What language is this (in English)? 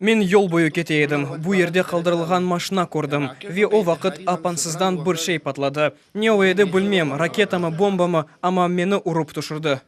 Crimean Tatar